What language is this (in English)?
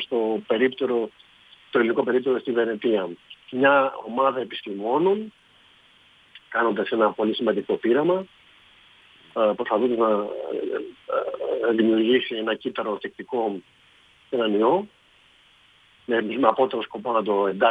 Greek